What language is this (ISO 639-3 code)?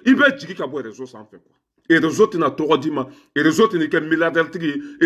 bam